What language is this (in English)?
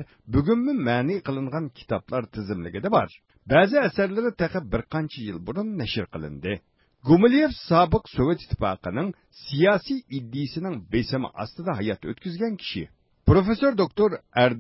Uyghur